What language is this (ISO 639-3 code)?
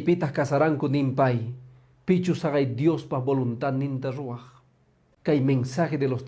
que